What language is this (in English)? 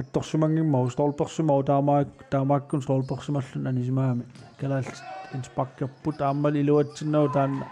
Kalaallisut